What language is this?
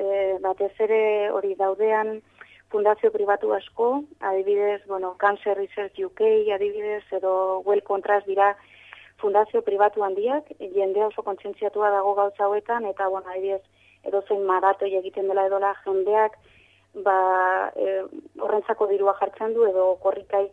Basque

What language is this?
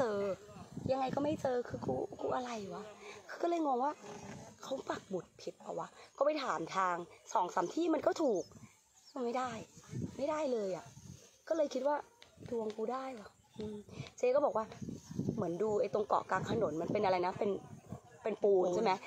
Thai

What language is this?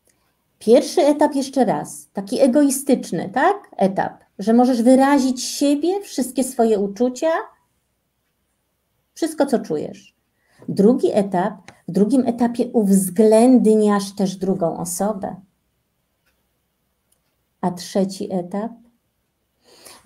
Polish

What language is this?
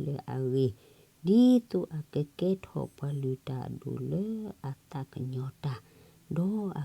S'gaw Karen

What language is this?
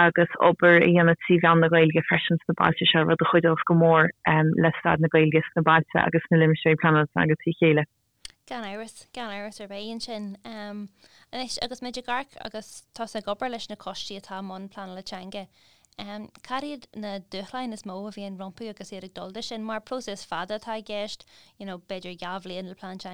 Irish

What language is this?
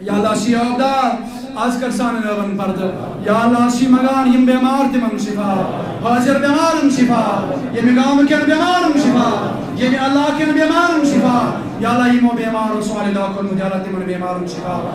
Kashmiri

